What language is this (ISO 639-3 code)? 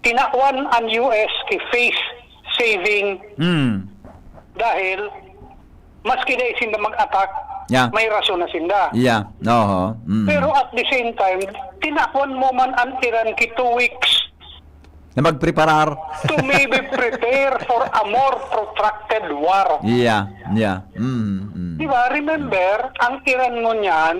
bik